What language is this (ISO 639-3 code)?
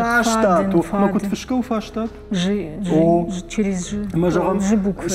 oss